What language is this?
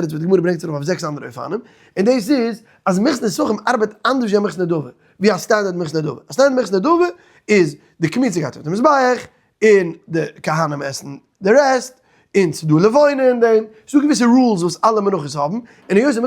Yiddish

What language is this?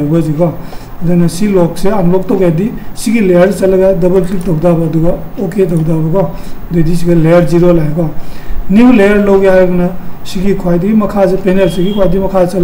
Manipuri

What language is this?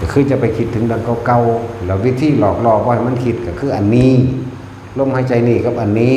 Northeastern Thai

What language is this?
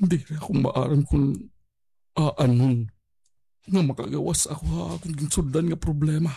Waray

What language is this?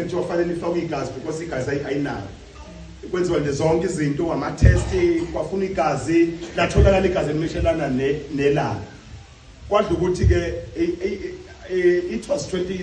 Zulu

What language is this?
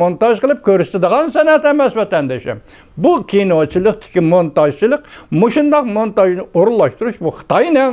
Uyghur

